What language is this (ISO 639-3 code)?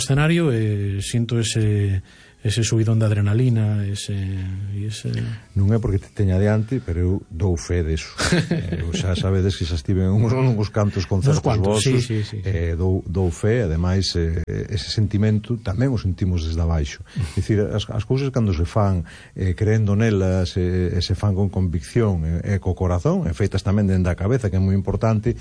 glg